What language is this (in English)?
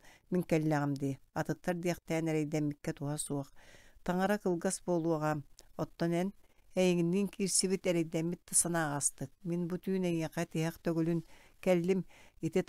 Yakut